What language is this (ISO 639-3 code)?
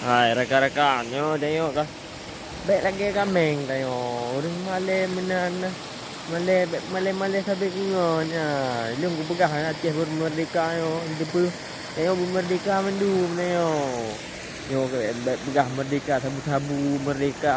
ace